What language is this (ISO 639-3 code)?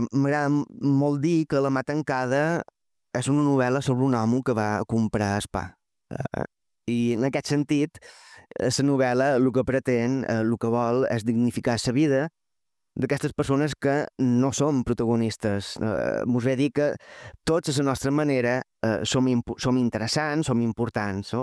cat